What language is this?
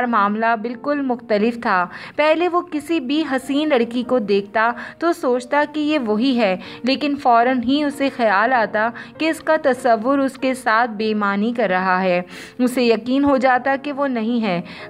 Urdu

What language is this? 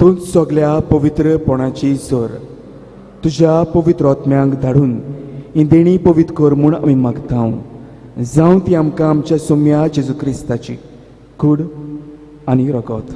Konkani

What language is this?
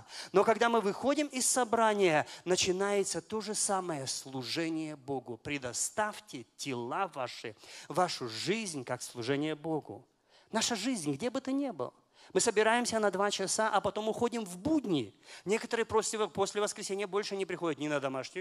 Russian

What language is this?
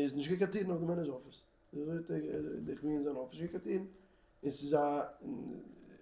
Yiddish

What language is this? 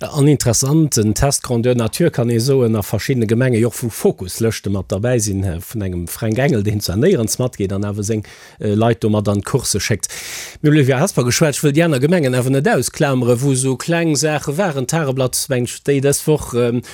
Luxembourgish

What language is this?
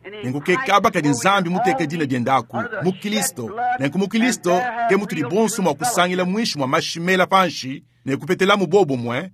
Luba-Lulua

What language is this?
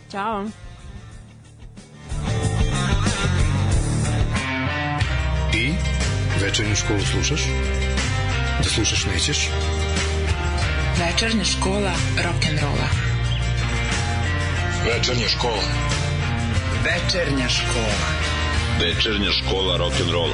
Serbian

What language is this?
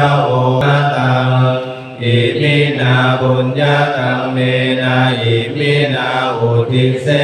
Pali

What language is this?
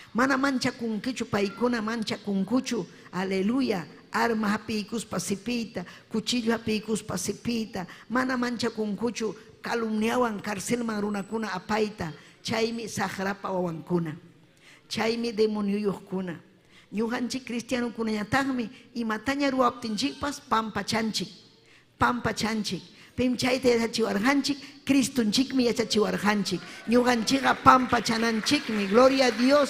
Ayacucho Quechua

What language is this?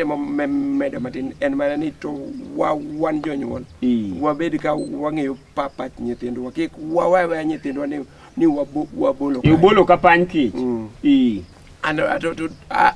Luo (Kenya and Tanzania)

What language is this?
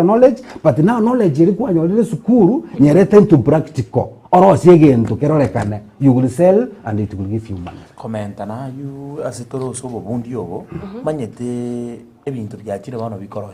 Gusii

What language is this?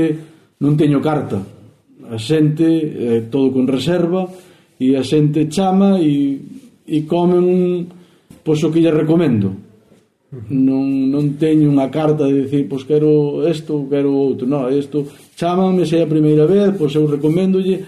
Galician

